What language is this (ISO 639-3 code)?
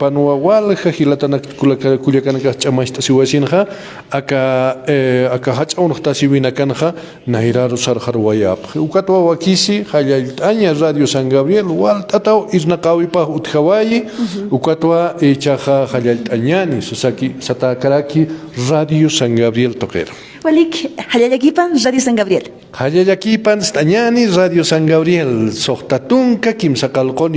aym